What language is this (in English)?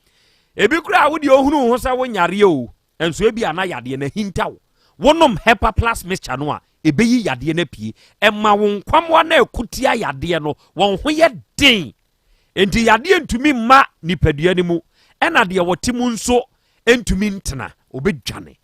Akan